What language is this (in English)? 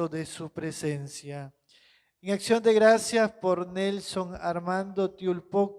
Kekchí